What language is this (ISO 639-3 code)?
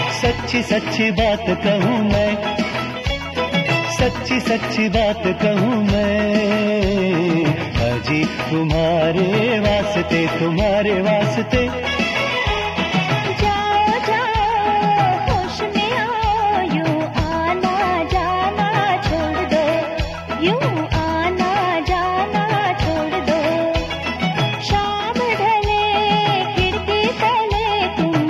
hin